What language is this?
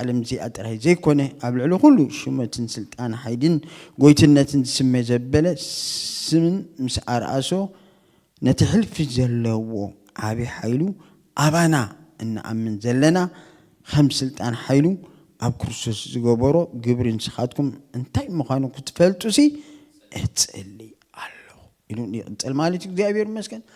Tigrinya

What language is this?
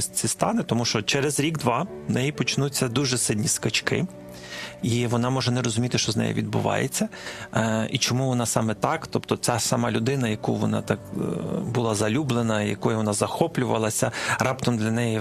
Ukrainian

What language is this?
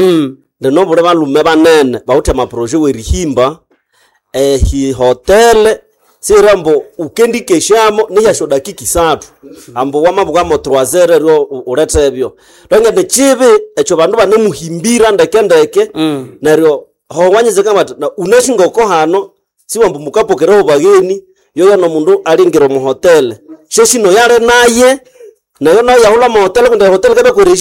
Nande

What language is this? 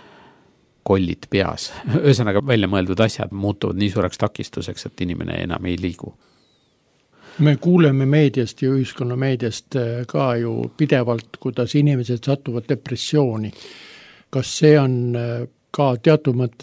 Estonian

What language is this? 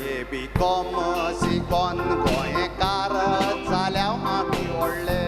Konkani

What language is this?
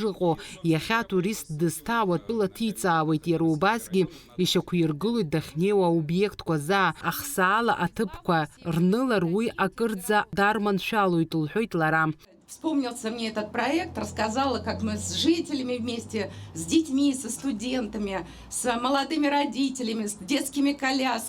Abkhazian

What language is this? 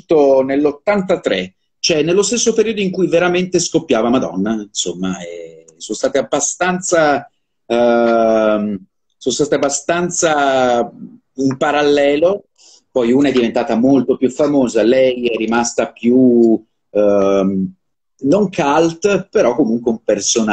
Italian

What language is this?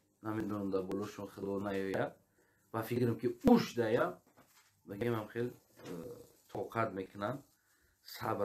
Tajik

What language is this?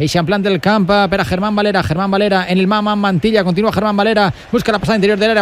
Catalan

